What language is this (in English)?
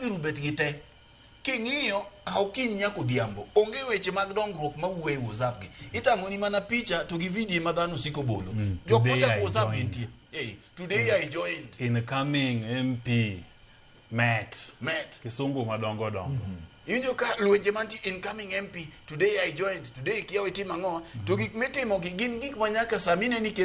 Luo (Kenya and Tanzania)